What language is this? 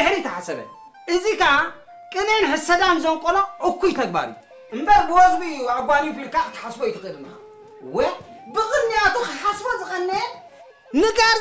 Tigrinya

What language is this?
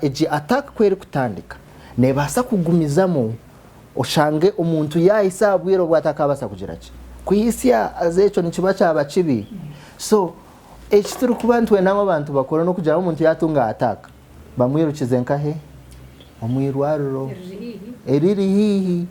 Nyankole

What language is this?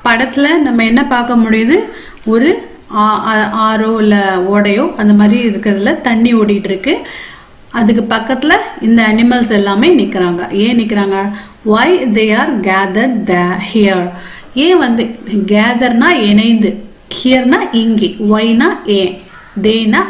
Tamil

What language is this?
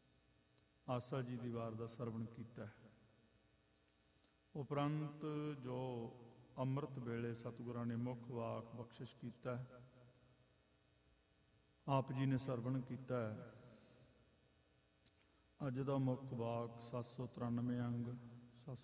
Punjabi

